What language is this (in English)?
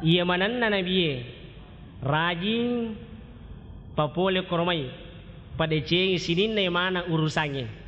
Buginese